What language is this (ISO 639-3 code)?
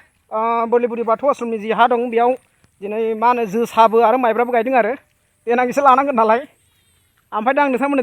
brx